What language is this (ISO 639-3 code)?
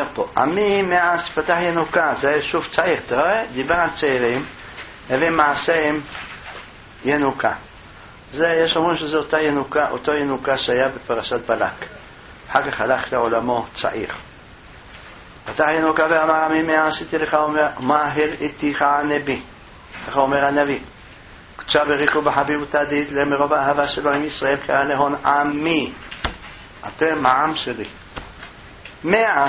heb